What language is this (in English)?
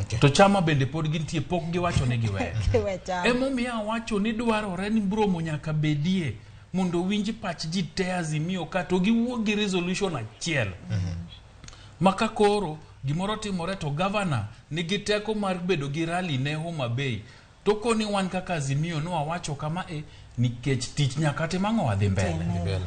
Luo (Kenya and Tanzania)